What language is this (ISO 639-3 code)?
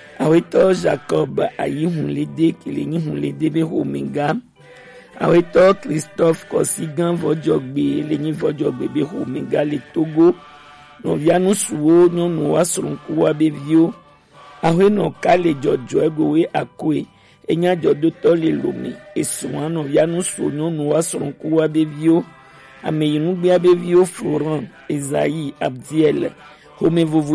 gej